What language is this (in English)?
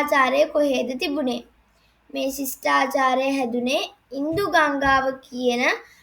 Sinhala